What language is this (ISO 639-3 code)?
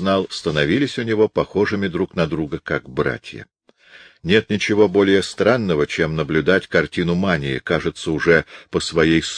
rus